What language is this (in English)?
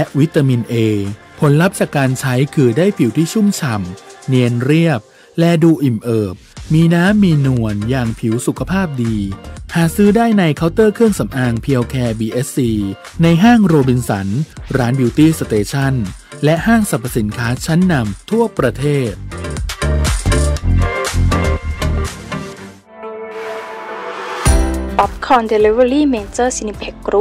Thai